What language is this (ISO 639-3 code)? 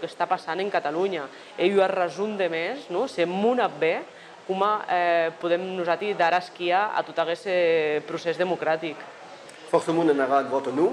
oci